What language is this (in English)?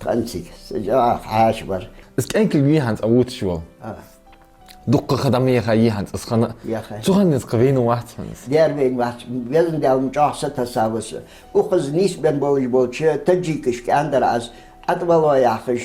Ingush